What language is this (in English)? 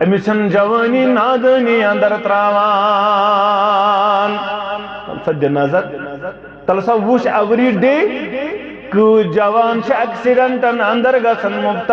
Kashmiri